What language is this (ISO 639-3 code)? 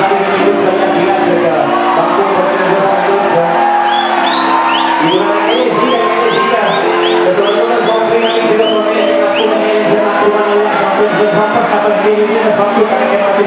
cat